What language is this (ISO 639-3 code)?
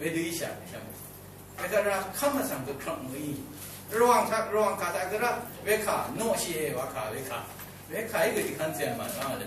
raw